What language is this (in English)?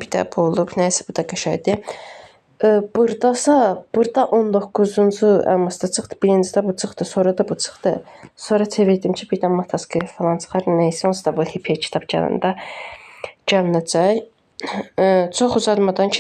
Azerbaijani